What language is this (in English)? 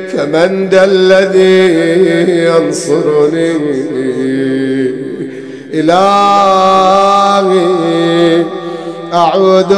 Arabic